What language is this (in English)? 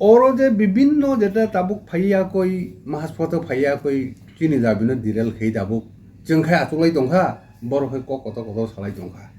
Kok Borok